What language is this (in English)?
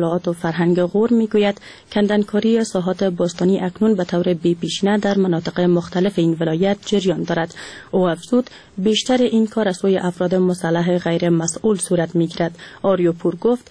Persian